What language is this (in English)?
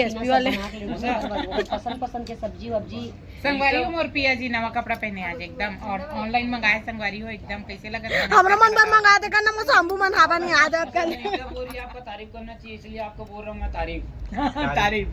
Chhattisgarhi